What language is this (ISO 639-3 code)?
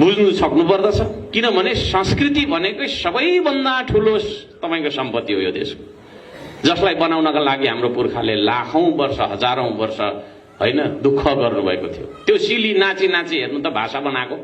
nep